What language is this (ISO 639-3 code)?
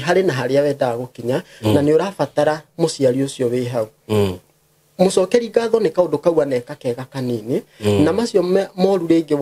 kik